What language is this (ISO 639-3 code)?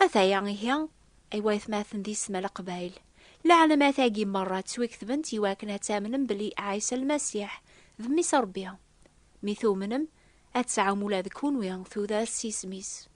kab